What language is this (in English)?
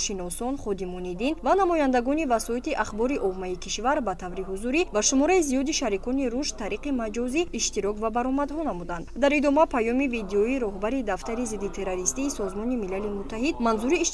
Tajik